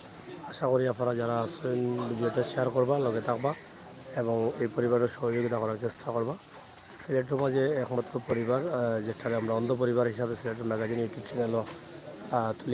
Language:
Sylheti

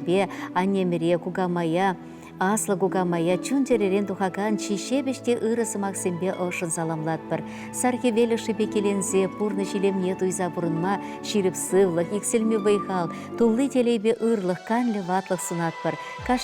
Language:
Chuvash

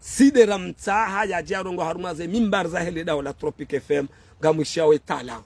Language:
Ngazidja Comorian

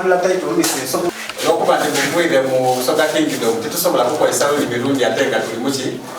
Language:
Soga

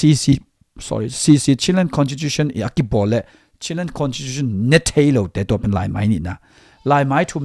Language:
Tedim Chin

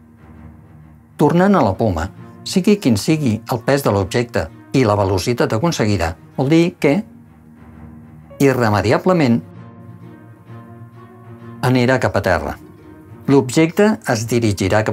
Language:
Catalan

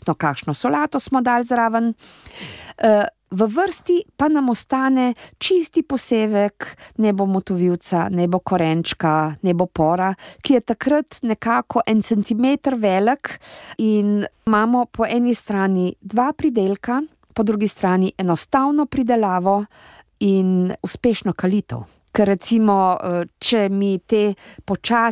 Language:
Slovenian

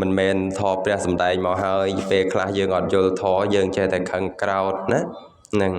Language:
Khmer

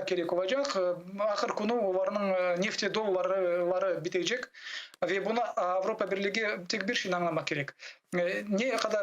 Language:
Crimean Tatar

